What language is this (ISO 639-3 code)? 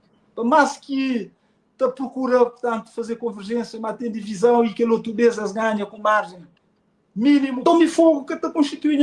kea